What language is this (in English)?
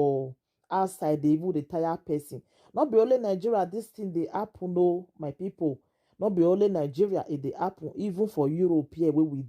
Nigerian Pidgin